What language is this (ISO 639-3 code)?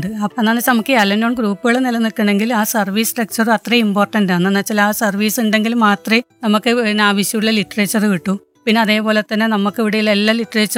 mal